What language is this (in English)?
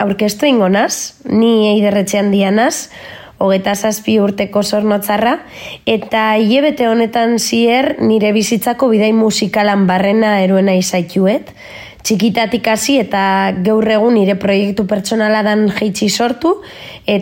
Basque